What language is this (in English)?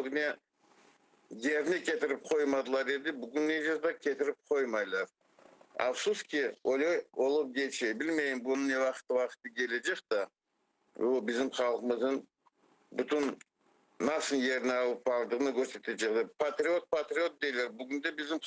Crimean Tatar